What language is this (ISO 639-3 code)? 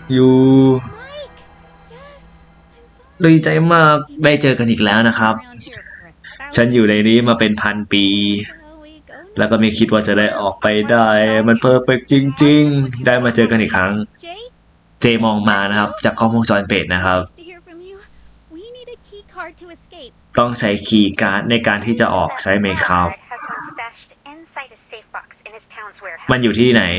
tha